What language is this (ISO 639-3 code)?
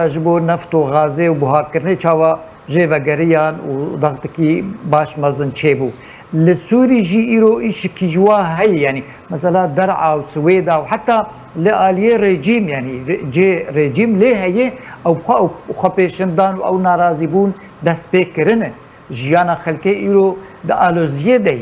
kur